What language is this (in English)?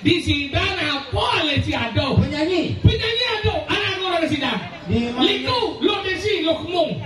Balinese